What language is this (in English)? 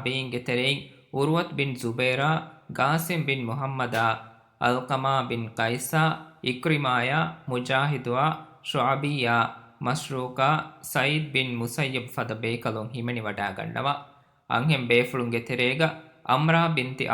Divehi